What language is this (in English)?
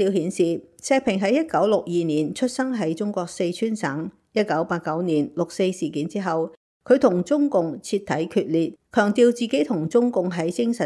Cantonese